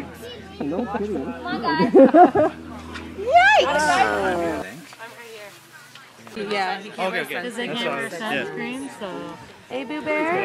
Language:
English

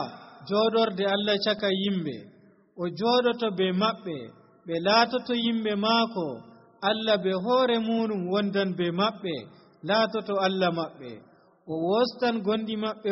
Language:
Nigerian Fulfulde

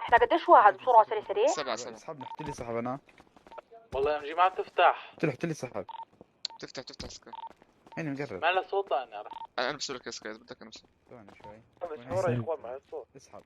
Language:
North Levantine Arabic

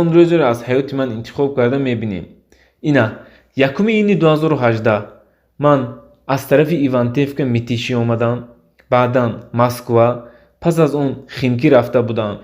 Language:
Tajik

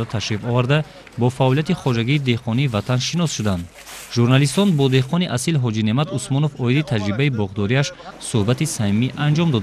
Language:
Tajik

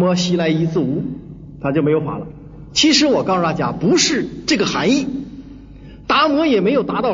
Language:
Chinese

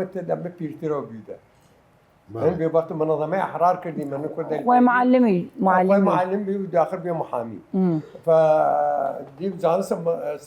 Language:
Southern Kurdish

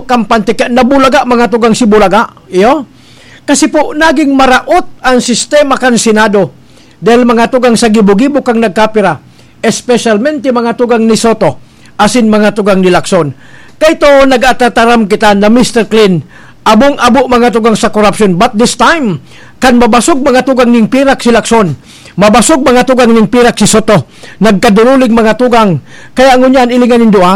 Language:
Bikol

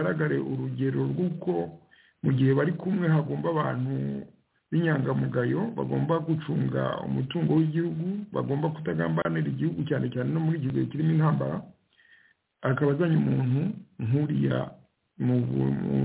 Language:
Kinyarwanda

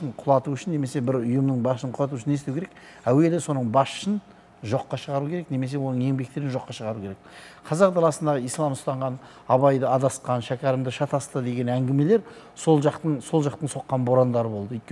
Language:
Kazakh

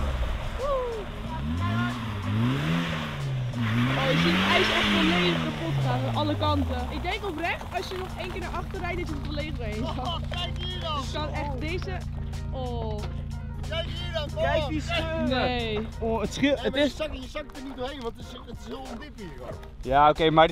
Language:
Dutch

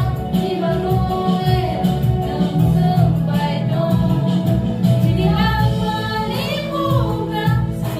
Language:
Kok Borok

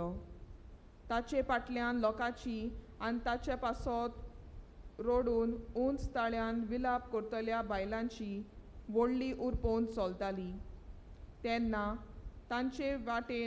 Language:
Konkani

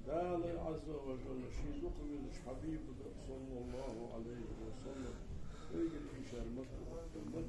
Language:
Ingush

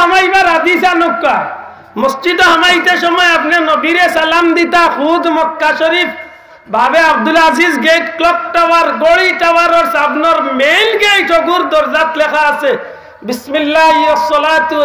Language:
Sylheti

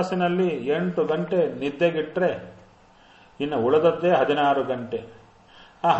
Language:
Kannada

